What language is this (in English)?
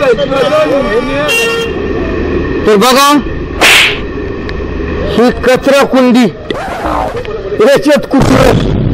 Marathi